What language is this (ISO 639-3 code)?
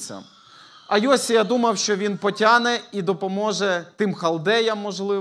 ukr